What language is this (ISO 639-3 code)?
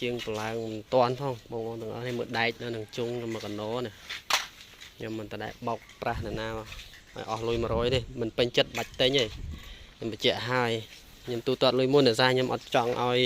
khm